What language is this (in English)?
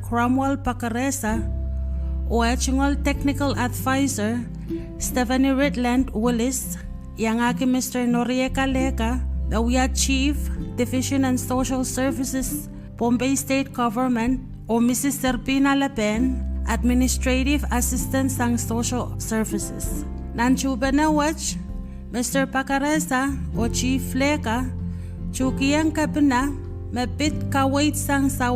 Pohnpeian